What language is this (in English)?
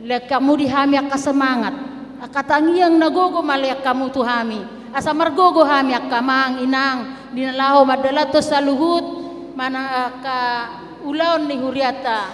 Batak Toba